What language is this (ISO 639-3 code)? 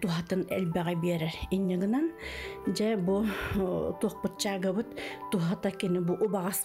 sah